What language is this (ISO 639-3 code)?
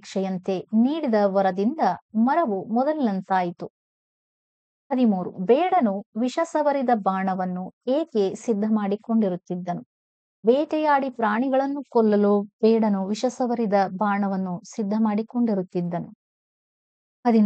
kan